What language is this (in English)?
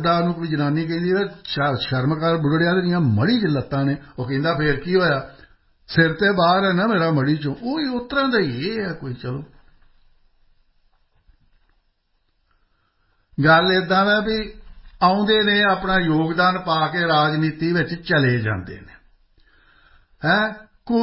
Punjabi